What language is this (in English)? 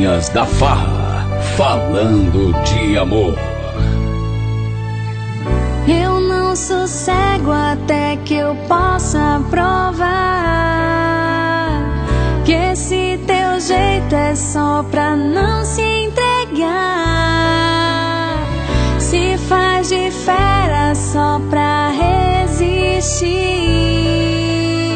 Portuguese